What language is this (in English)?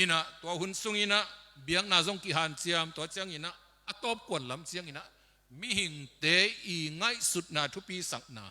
Tedim Chin